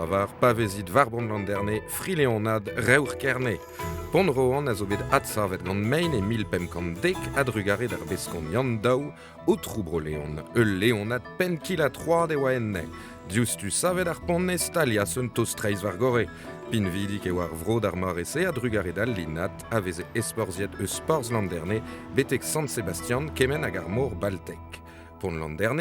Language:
Breton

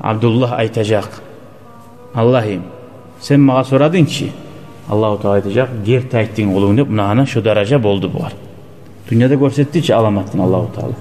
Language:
Kumyk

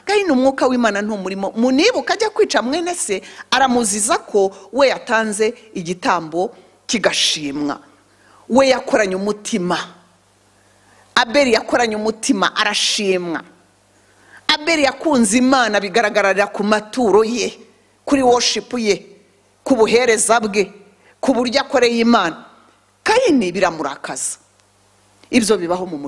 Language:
Kinyarwanda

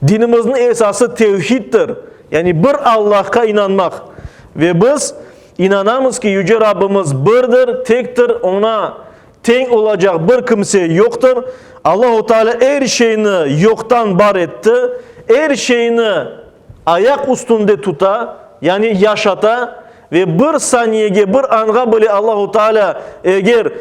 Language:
Crimean Tatar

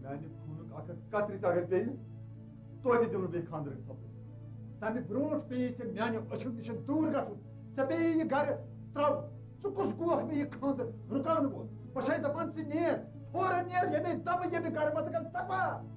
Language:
Kashmiri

